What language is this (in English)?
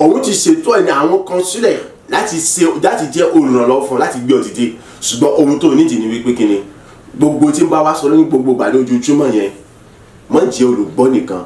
Yoruba